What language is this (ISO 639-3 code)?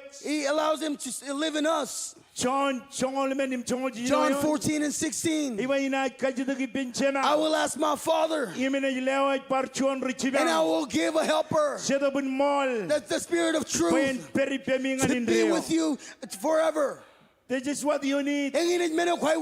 mah